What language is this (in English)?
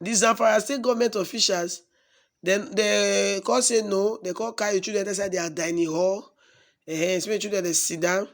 Nigerian Pidgin